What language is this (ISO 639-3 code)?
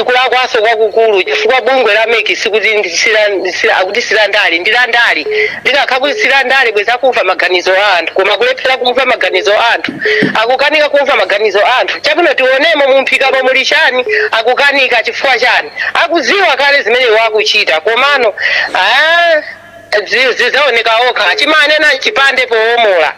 nya